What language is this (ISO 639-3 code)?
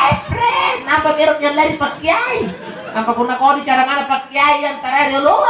mak